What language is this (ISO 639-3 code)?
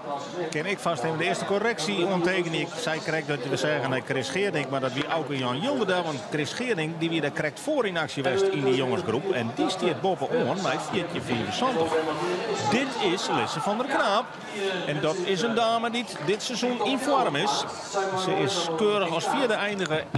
fry